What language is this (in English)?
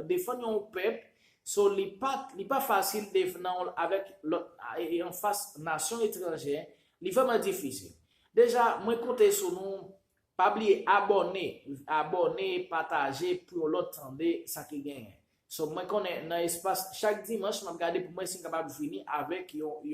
Haitian Creole